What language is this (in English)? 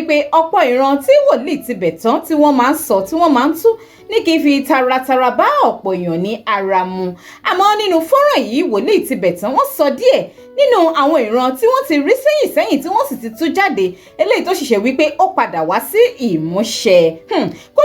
Yoruba